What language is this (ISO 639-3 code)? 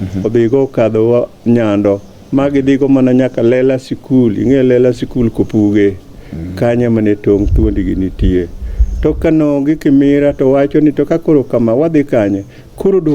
luo